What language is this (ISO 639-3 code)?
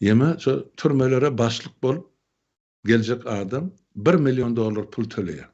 tuk